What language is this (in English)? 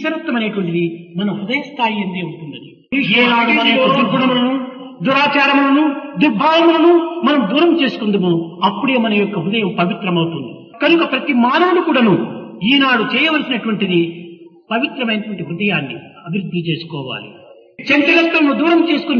Telugu